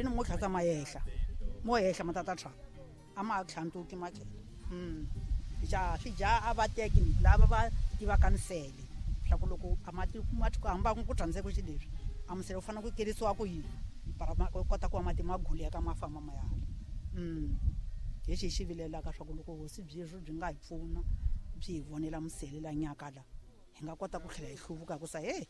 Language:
Tsonga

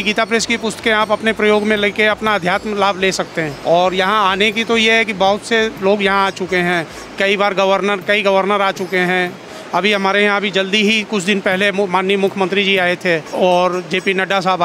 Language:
Hindi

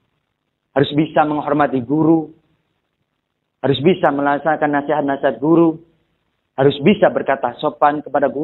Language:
Indonesian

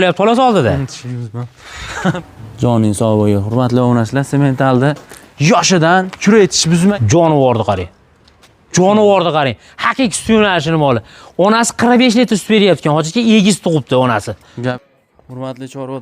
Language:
Uzbek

